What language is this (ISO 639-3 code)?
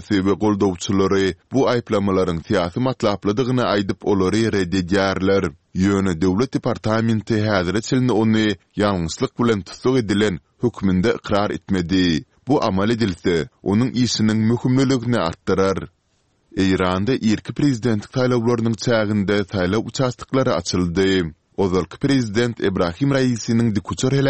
tuk